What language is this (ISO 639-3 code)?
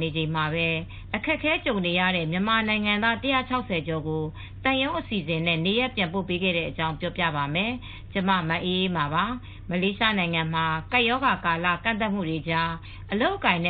mya